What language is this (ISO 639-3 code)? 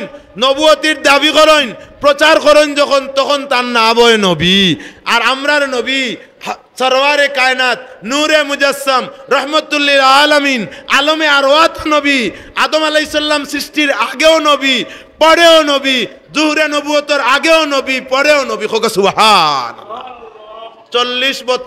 syl